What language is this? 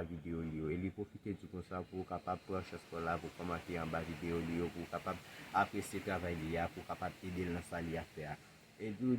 Haitian Creole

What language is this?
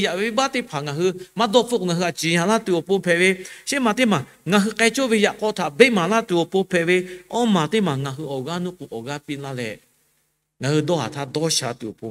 Lahu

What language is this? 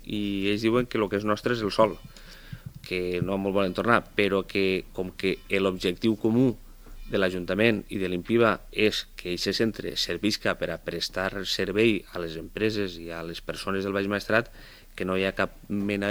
Catalan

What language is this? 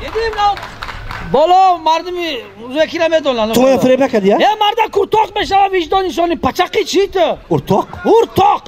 Tajik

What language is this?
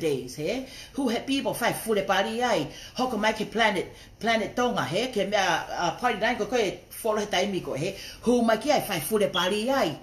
Tongan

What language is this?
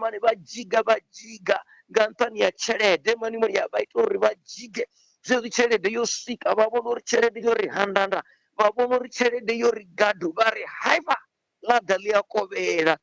Venda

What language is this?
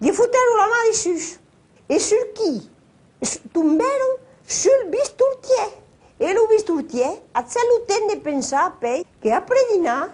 Occitan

